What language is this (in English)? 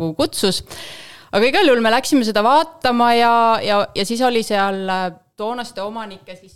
Estonian